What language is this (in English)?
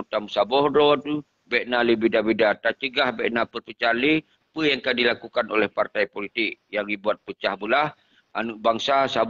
Achinese